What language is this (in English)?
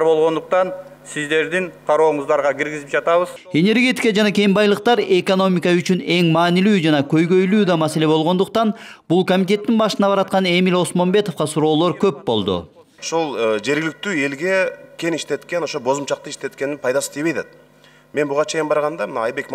Kyrgyz